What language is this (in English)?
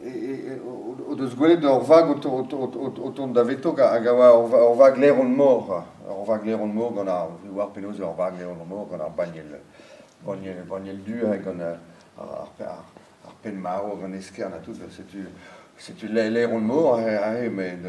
Breton